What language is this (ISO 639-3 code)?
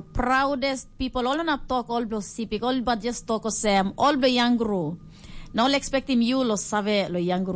tpi